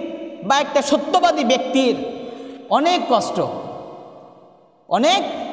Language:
Bangla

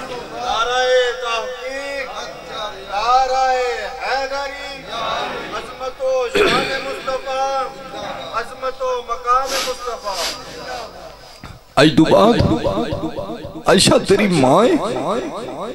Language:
Urdu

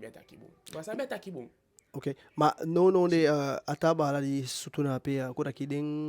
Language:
Eastern Maroon Creole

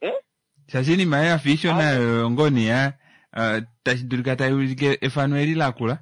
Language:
Kuanyama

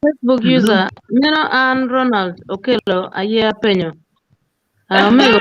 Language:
Acoli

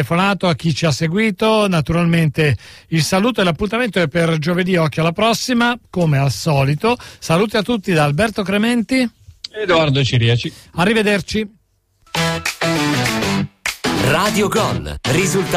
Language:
Italian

